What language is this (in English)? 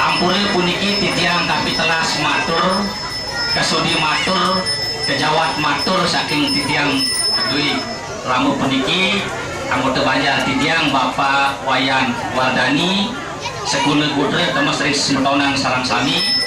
Balinese